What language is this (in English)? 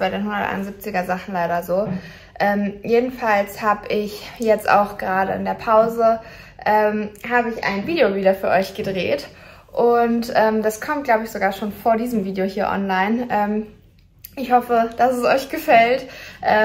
German